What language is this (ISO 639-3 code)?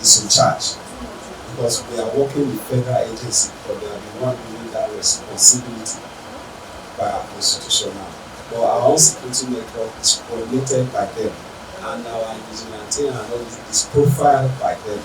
pcm